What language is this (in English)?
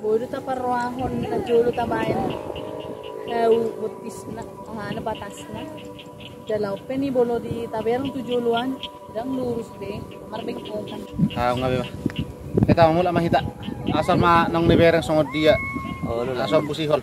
Batak Toba